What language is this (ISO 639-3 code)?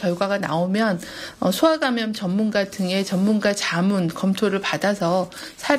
kor